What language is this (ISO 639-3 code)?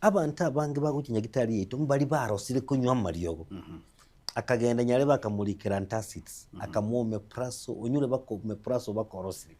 guz